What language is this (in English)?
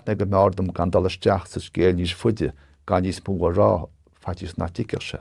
Irish